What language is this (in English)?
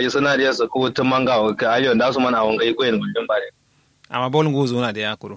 Kanuri